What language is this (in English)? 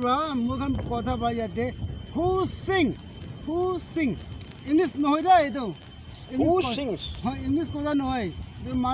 Naga Pidgin